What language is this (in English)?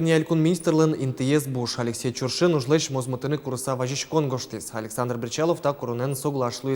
Udmurt